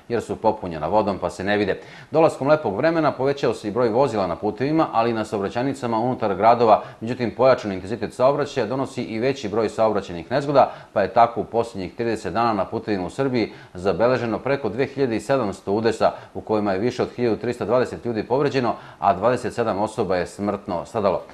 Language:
Serbian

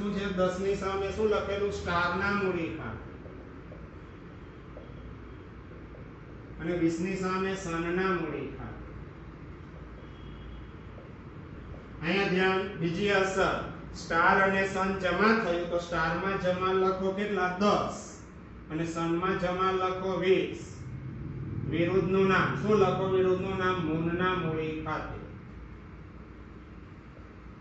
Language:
Gujarati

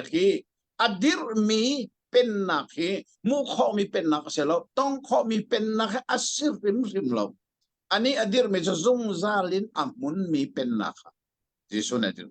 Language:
Hakha Chin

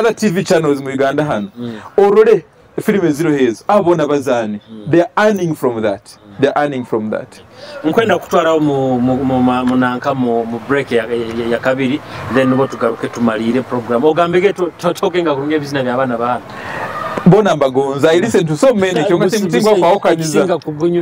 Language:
Nyoro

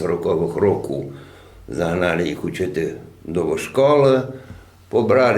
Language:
Rusyn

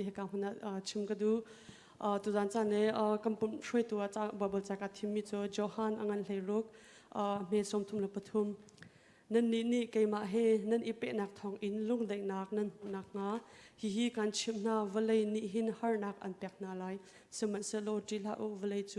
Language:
Hakha Chin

